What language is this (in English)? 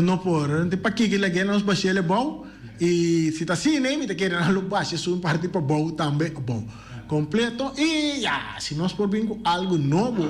Papiamento